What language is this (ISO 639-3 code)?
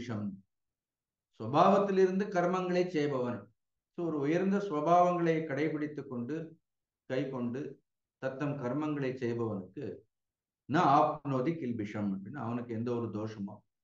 tam